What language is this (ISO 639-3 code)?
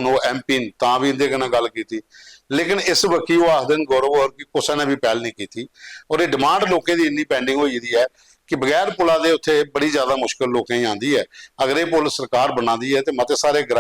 doi